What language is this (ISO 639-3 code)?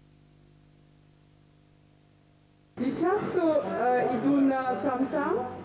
rus